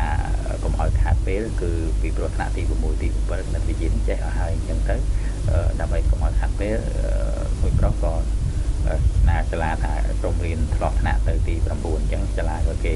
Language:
Khmer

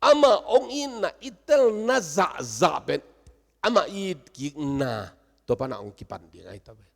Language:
Tedim Chin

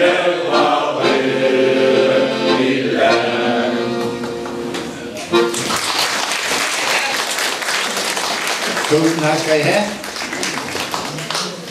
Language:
Danish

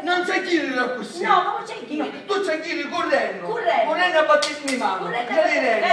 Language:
Sicilian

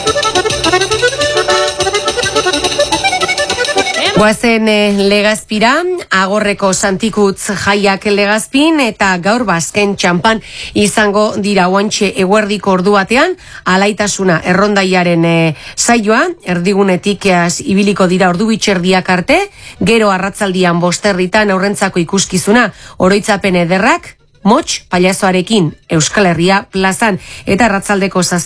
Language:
Basque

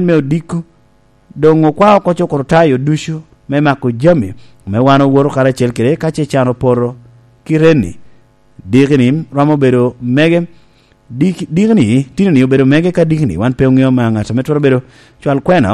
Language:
Lango (Uganda)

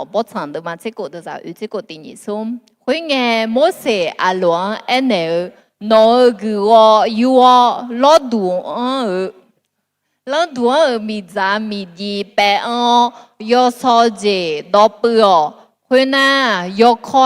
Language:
Akha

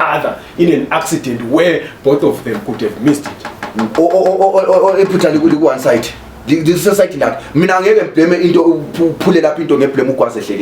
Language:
Zulu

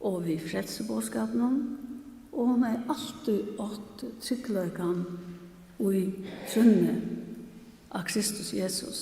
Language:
Faroese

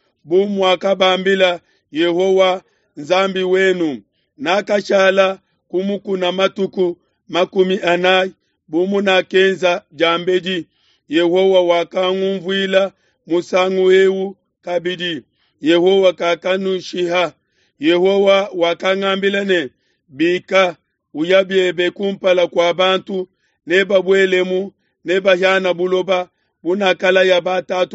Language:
Luba-Lulua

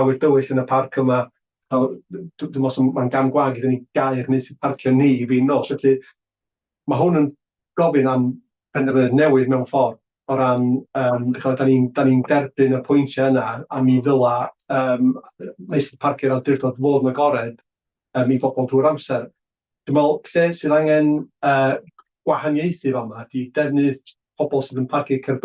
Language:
Welsh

